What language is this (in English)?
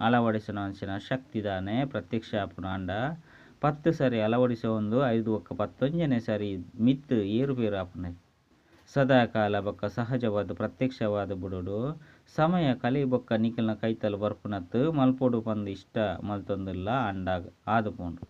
Tulu